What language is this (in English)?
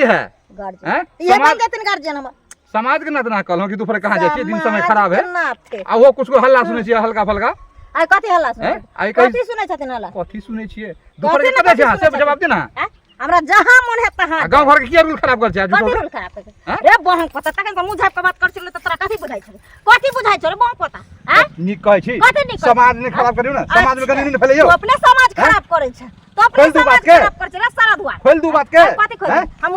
Maithili